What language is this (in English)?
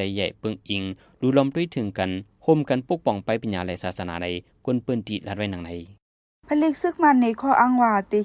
Shan